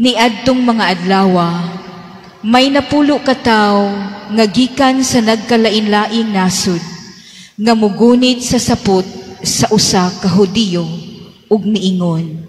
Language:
Cebuano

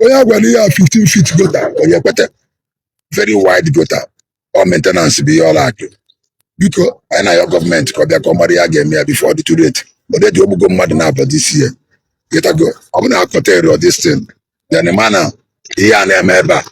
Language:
Igbo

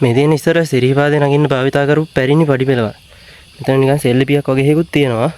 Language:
Sinhala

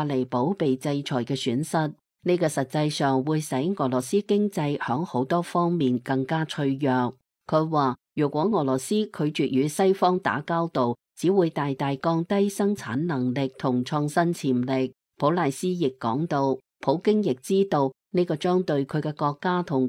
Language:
Cantonese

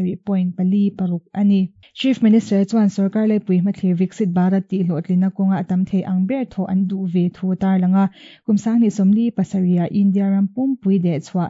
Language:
Mizo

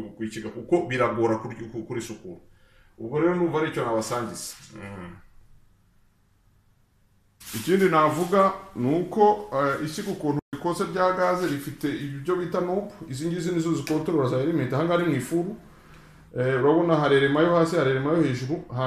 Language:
Kinyarwanda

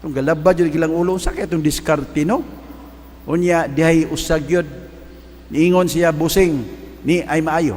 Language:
Cebuano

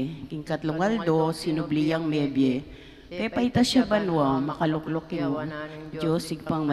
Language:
Pampanga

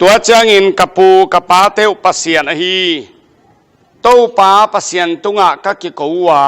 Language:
Tedim Chin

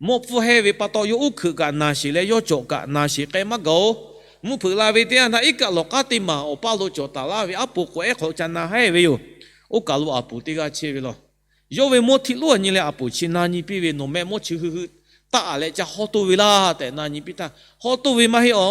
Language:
Lahu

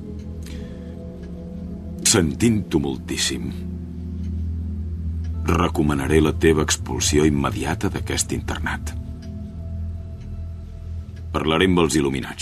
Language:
Catalan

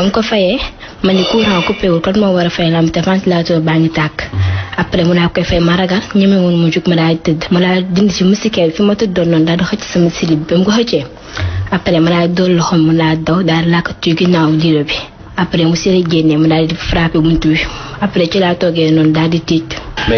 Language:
Wolof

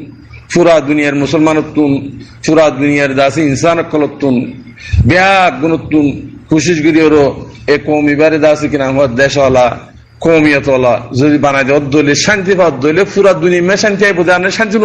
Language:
Rohingya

